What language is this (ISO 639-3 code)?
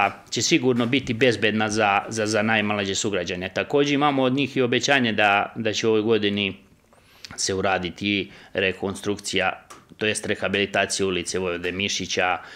srp